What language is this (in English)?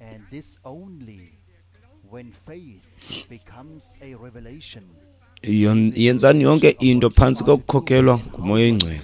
Xhosa